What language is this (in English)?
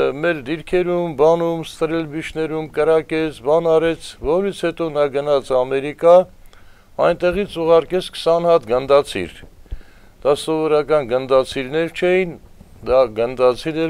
Armenian